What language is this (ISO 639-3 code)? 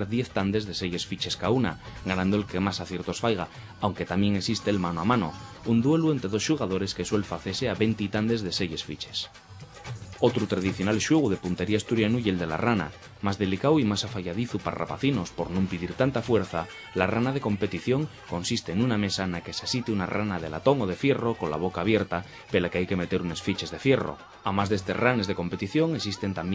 ast